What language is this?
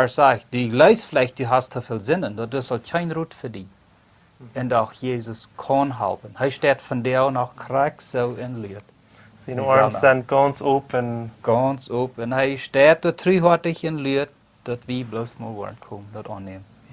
Plautdietsch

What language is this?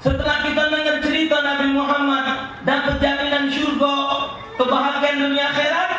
Musi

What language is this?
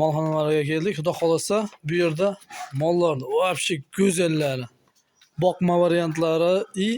Uzbek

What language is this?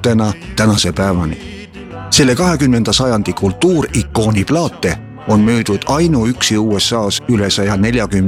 Estonian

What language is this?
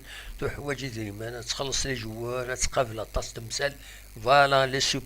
Kabyle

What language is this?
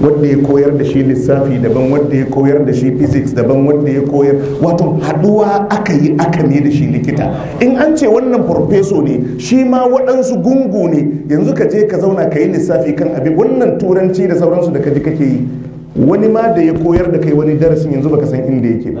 Hausa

